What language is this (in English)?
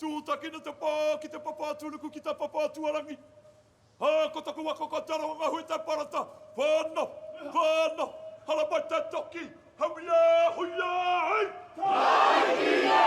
Māori